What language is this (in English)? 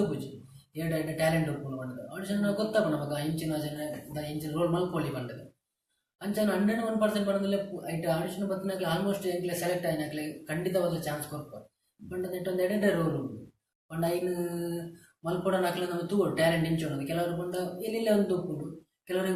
Tulu